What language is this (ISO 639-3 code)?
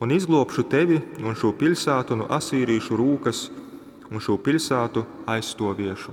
ltg